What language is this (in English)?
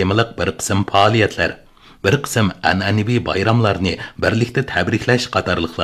Uyghur